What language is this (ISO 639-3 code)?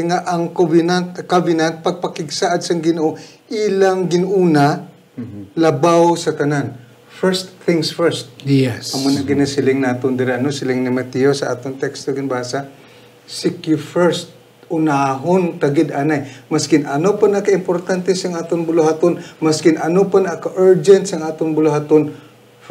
hil